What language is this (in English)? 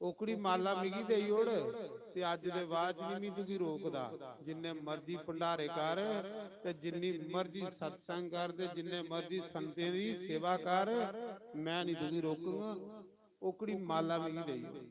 Dogri